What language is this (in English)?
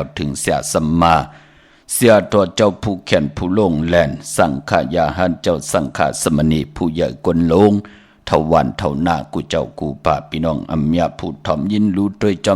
Shan